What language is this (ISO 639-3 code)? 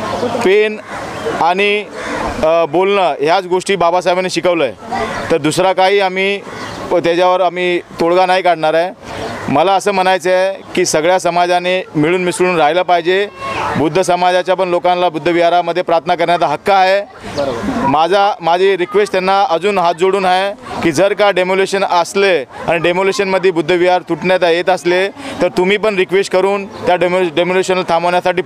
mar